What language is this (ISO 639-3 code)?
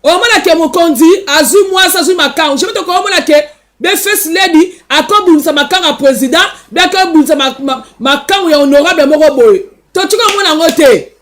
lin